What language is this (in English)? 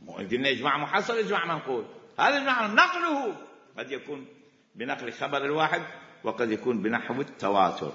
Mesopotamian Arabic